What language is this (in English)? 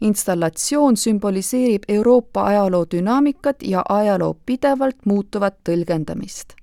Estonian